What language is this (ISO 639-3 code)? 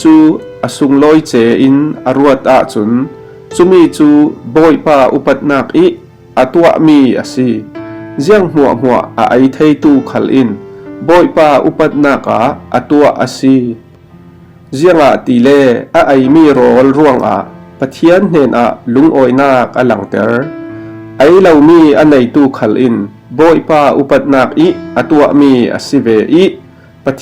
cfm